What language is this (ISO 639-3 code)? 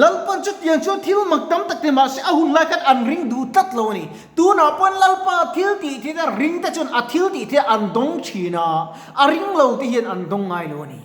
lus